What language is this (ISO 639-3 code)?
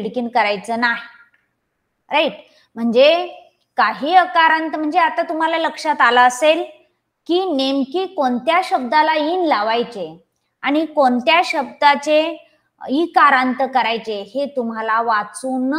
mar